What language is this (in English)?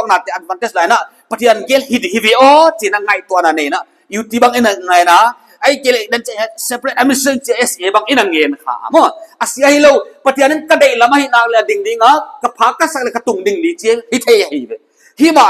Paite Chin